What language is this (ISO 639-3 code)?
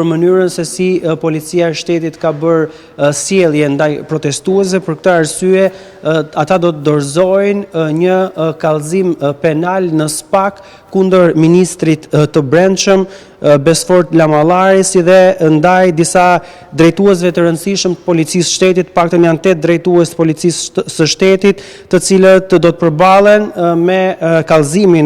sqi